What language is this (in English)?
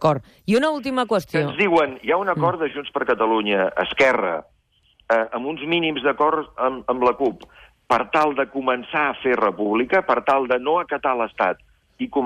Catalan